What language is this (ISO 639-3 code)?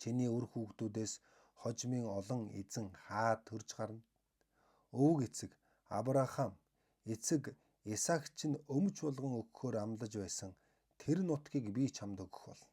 mon